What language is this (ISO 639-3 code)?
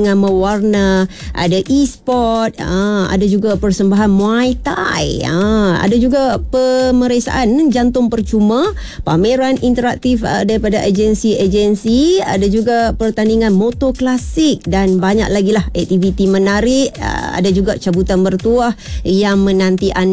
msa